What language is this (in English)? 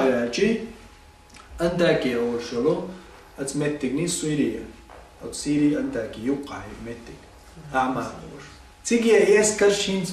Chechen